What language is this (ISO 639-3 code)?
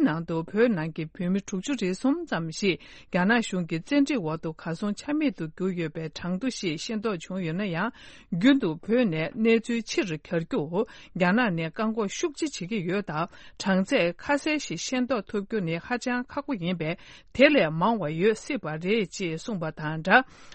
bod